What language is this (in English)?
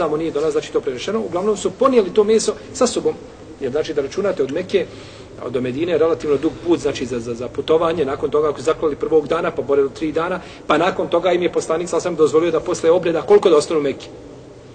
Bosnian